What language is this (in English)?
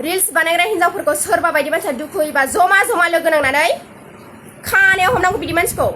Bodo